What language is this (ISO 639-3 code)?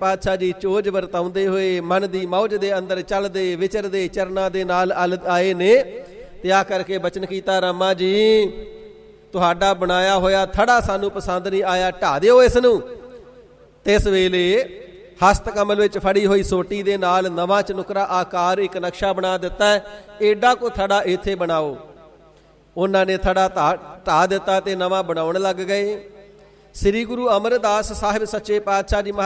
pan